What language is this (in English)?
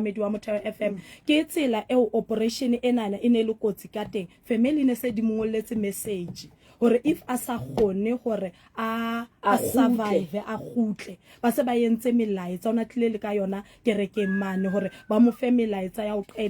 Southern Sotho